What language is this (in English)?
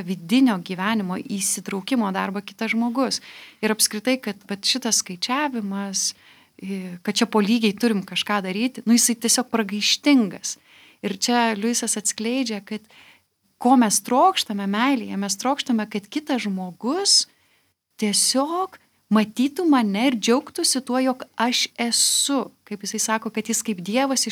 Lithuanian